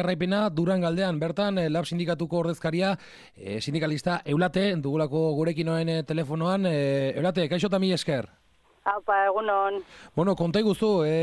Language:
Basque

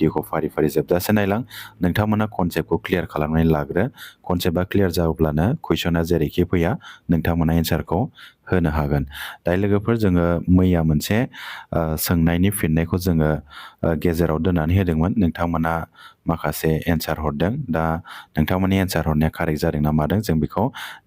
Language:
Bodo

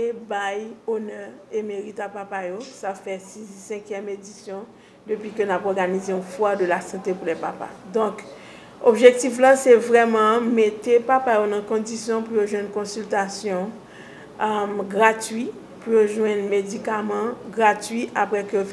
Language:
Haitian Creole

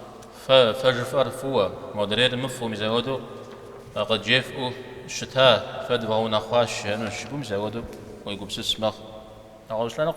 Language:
Kabardian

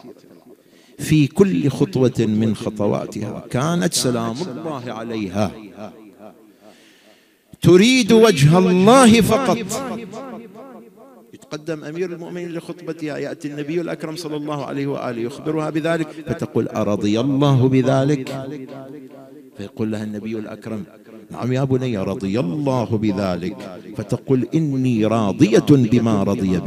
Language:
Arabic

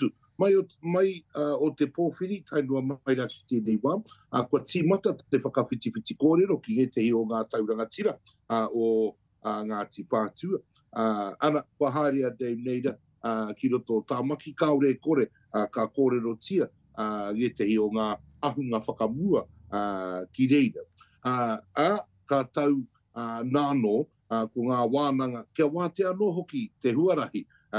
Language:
Māori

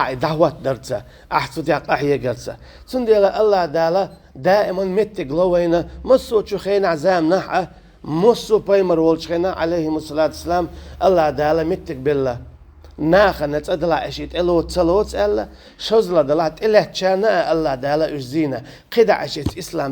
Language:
Chechen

